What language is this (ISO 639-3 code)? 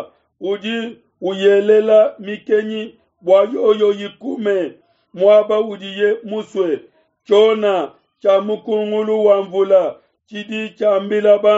lua